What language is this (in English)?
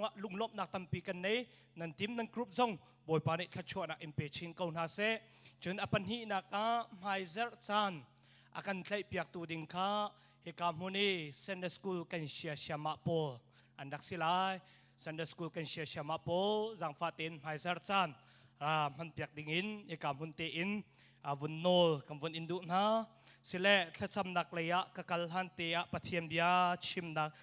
Hakha Chin